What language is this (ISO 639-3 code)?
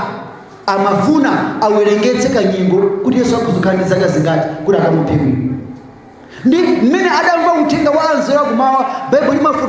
nya